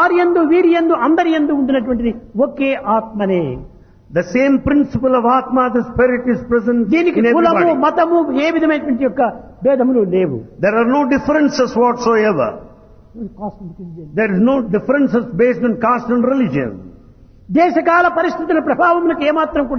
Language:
Telugu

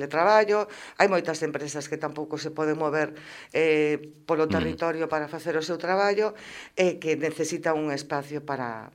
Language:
Galician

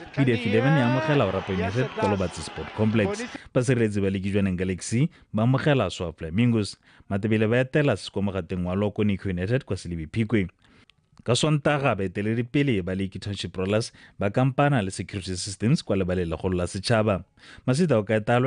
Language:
Tswana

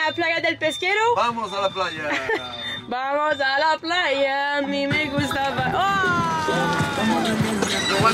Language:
French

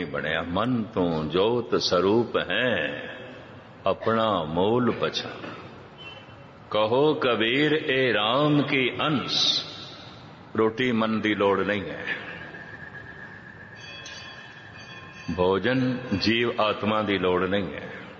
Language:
Punjabi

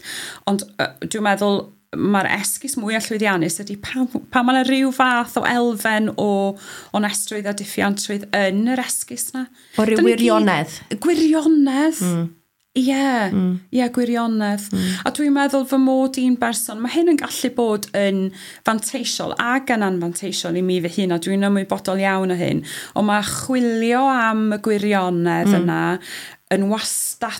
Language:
Welsh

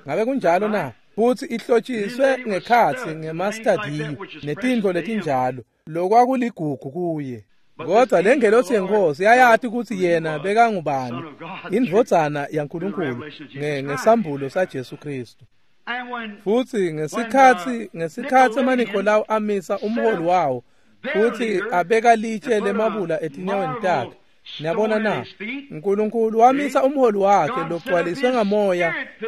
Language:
Swati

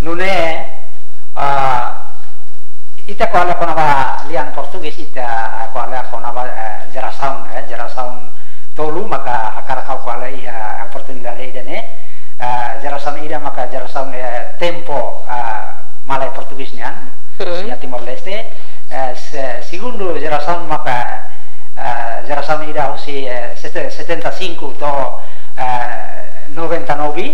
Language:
Tetum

